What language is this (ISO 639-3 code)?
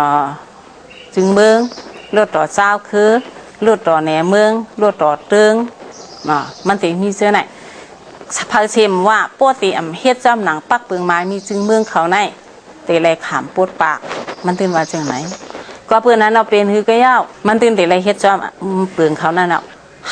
shn